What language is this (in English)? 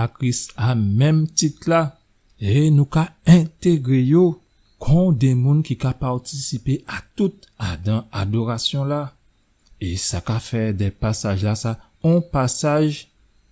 Guadeloupean Creole French